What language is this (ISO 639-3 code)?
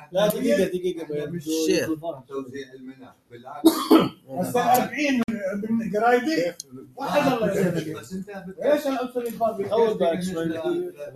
apc